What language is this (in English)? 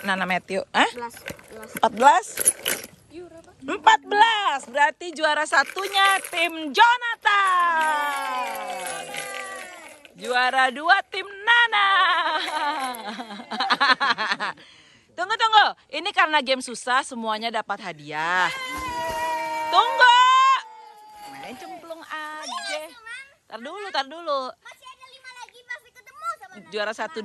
Indonesian